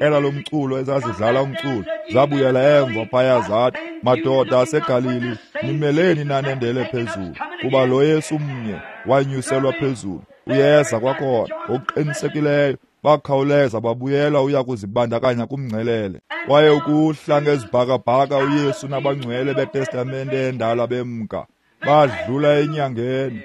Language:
Xhosa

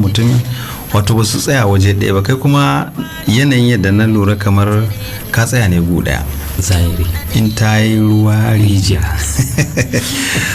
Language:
Hausa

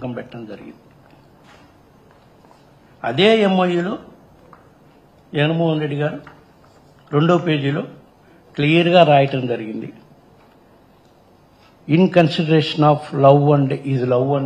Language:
Telugu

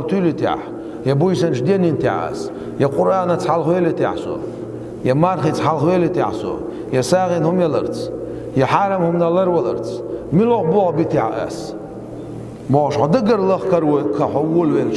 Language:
Chechen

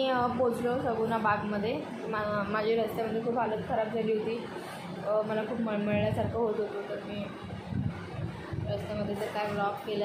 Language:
Marathi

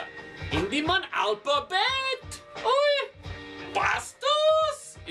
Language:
Hiligaynon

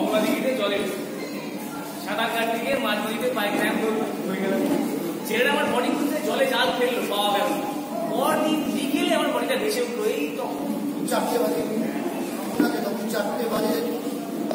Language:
Bangla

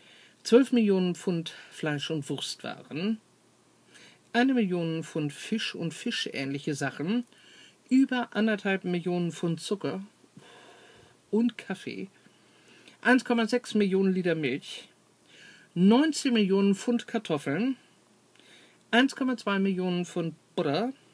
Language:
German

